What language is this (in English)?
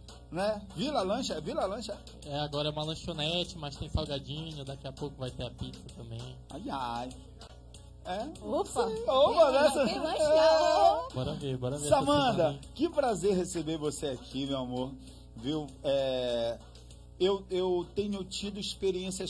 Portuguese